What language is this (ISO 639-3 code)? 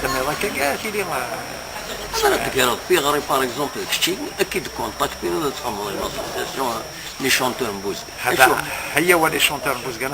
kab